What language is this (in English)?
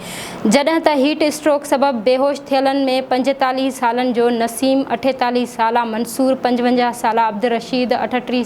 Sindhi